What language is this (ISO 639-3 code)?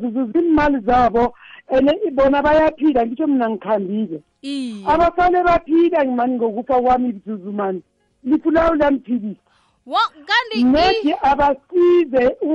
nbl